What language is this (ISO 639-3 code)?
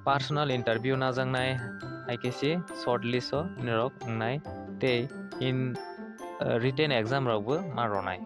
trp